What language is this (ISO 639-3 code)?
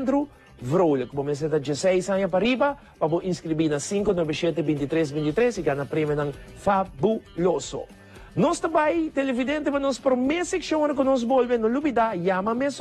pap